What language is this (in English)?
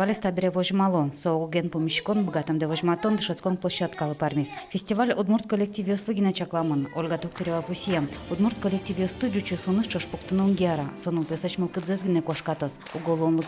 Udmurt